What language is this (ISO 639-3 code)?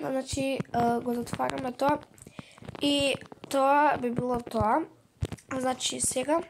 mkd